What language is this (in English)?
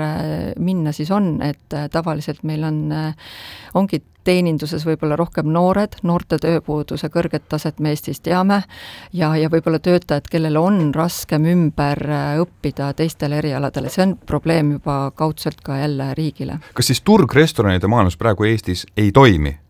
Estonian